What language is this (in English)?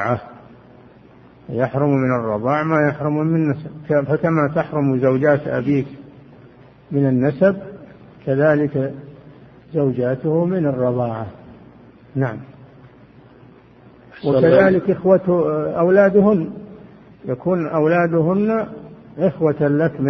Arabic